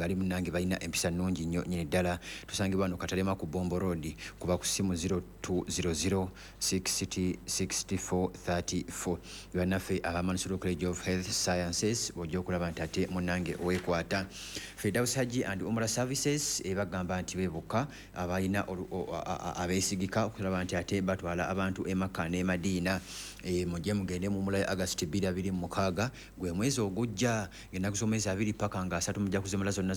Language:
Ganda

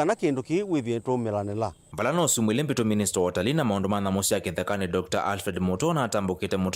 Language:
Kamba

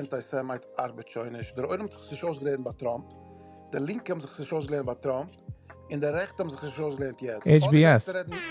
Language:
Yiddish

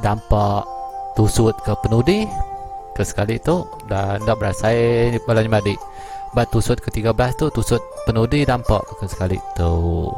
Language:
Iban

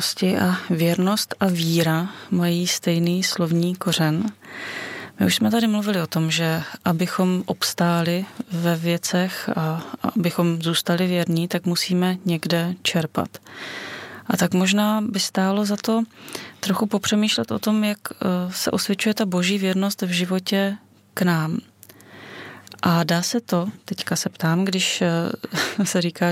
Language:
Czech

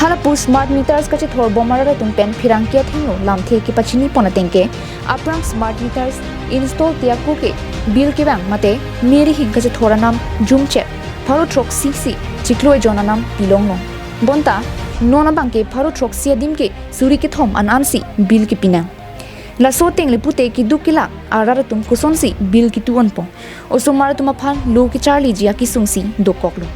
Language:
Karbi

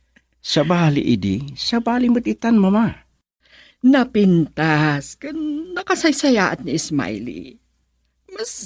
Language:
Iloko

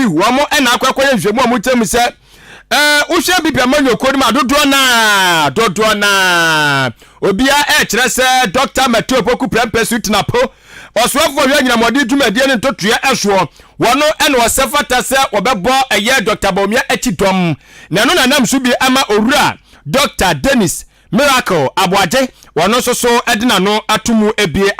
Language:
Akan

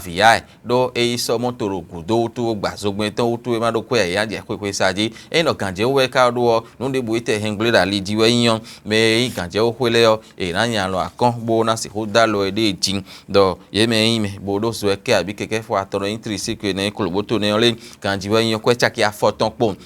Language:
Fon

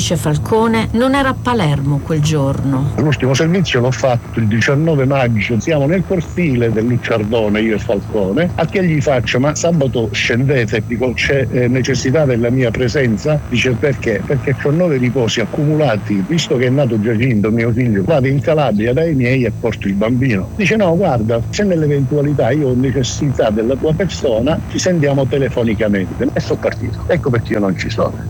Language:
Italian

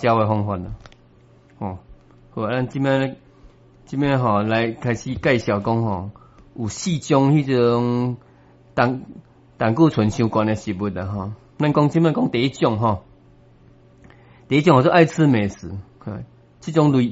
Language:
Min Nan Chinese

